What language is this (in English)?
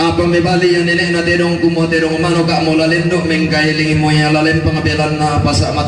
Toraja-Sa'dan